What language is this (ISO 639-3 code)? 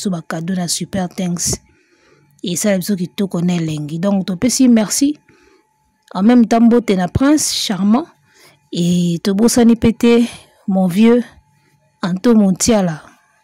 lin